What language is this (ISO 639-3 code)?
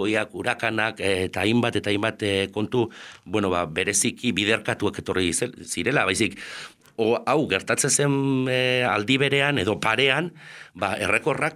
eus